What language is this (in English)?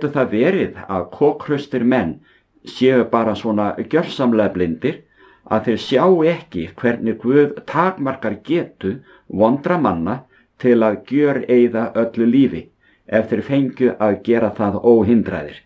Icelandic